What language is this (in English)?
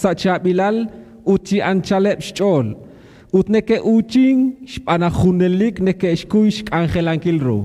Kekchí